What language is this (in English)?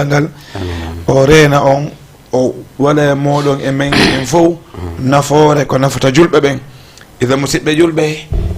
Fula